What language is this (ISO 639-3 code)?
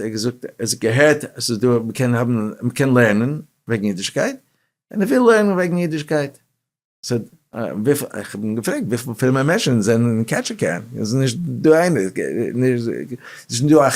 yid